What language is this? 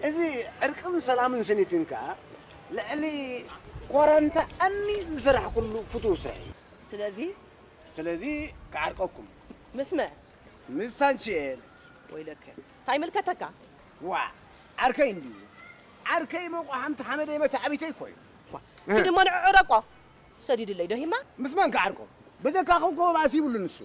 Tigrinya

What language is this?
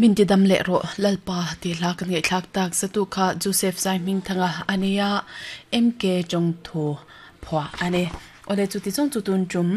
Mizo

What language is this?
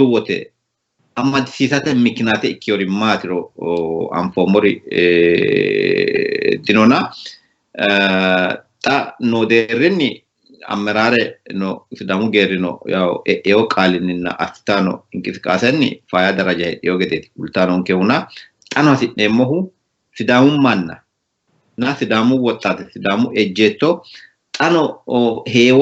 Sidamo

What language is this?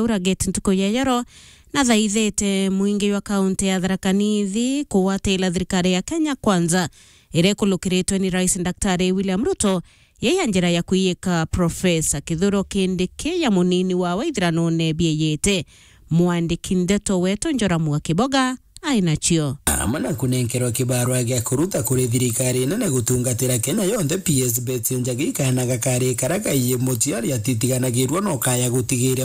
Meru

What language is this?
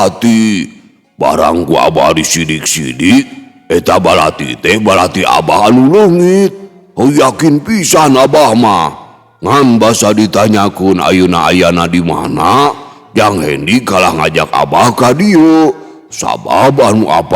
Sundanese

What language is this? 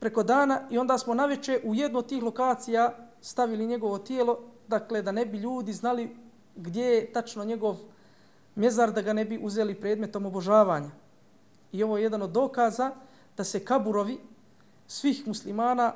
Bosnian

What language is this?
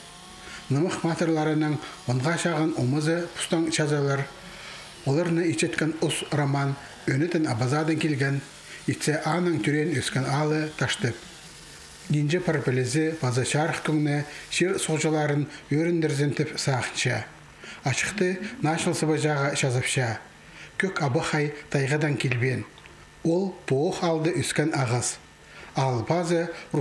Khakas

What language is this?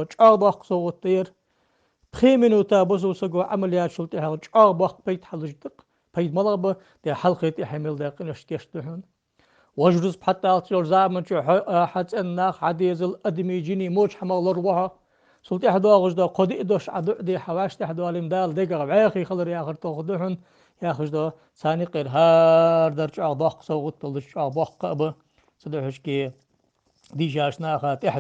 Ingush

